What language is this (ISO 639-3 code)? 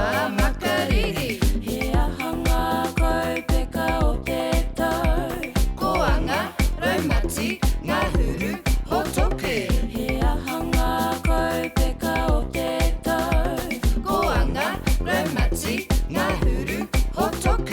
mri